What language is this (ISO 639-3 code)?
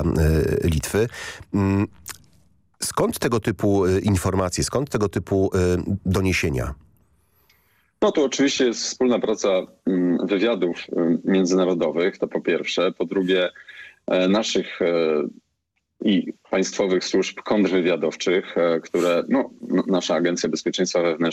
pol